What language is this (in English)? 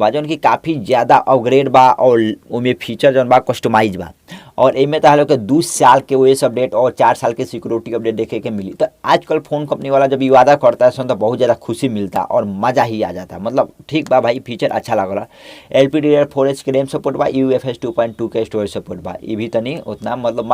Bhojpuri